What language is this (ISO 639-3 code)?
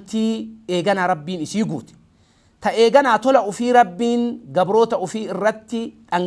orm